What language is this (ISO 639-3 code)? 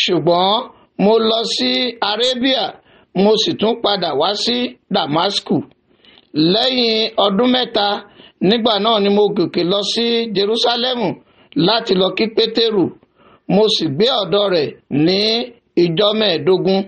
yor